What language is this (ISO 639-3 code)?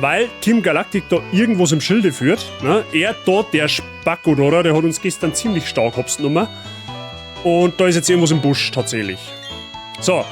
bar